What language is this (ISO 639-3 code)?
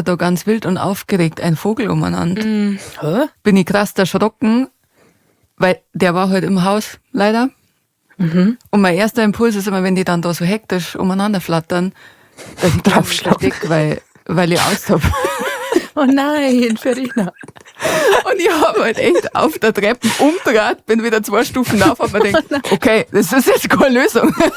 bar